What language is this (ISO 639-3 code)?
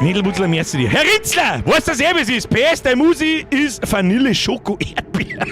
bar